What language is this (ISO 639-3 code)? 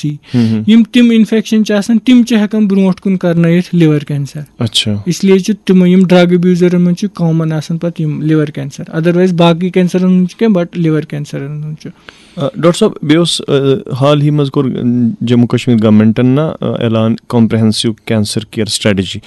kas